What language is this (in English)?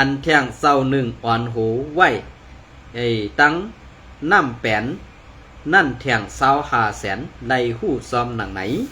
Shan